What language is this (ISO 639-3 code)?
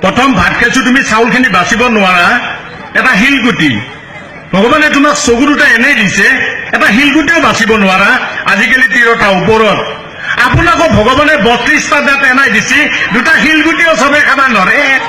asm